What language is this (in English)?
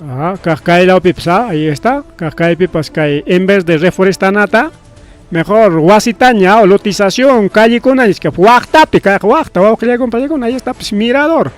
Ayacucho Quechua